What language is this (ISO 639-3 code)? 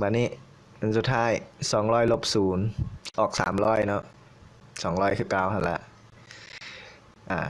lao